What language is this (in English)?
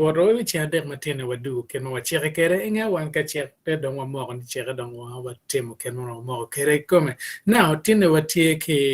Acoli